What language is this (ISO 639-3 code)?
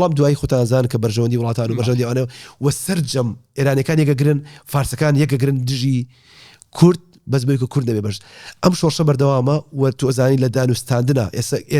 ckb